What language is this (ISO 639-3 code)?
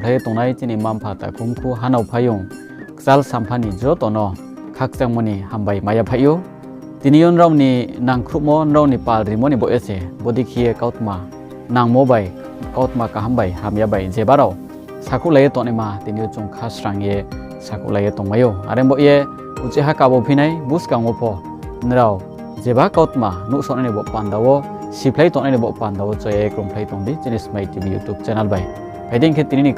ria